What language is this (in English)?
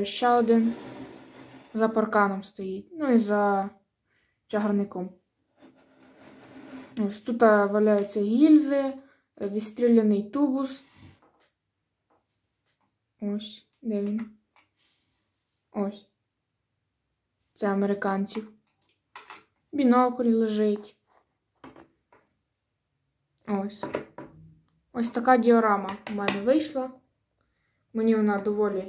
Ukrainian